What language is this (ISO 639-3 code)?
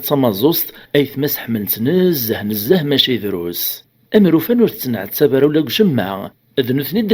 kab